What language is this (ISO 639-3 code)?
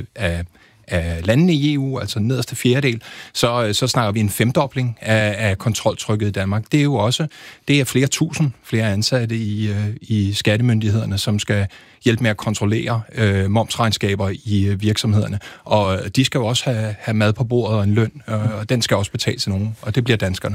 dan